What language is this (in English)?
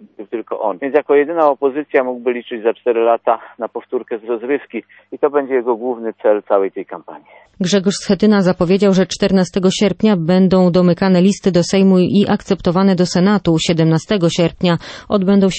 Polish